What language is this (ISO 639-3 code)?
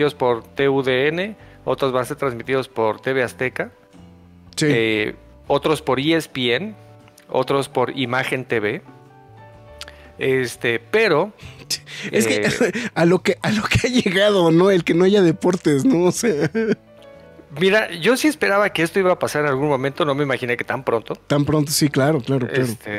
spa